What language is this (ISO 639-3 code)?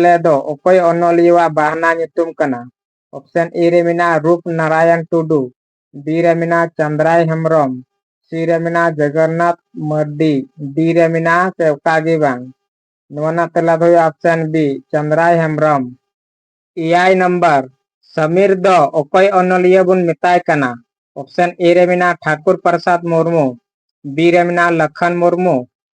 sat